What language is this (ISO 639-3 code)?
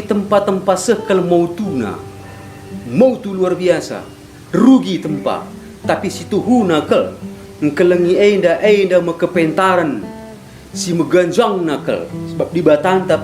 btx